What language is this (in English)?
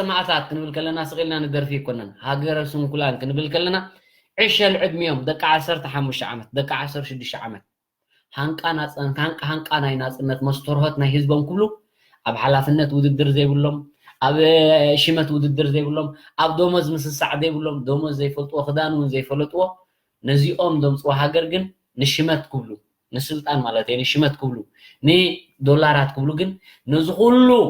Tigrinya